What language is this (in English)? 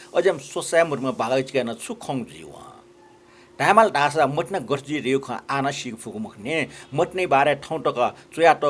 Newari